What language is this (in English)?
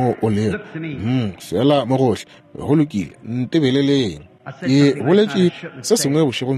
Northern Sotho